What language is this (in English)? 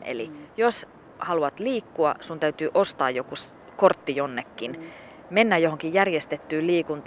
Finnish